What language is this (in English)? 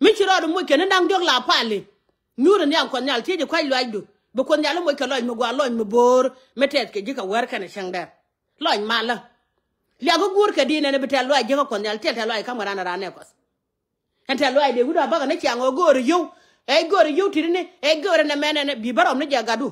Nuer